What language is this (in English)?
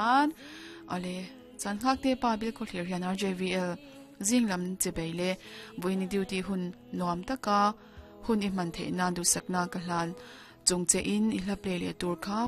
Mizo